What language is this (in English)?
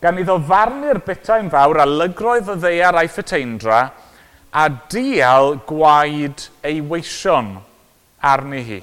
Welsh